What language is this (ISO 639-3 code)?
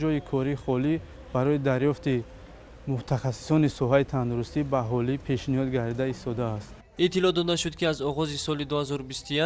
tgk